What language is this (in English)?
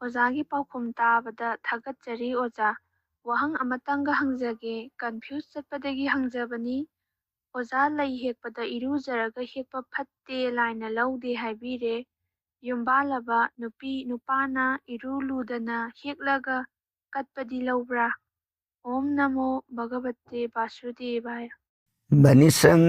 Manipuri